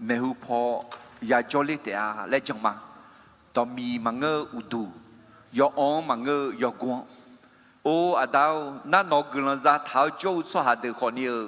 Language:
Akha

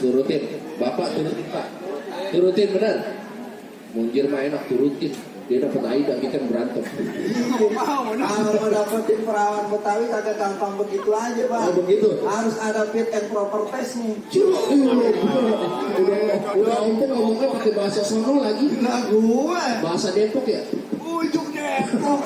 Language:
Betawi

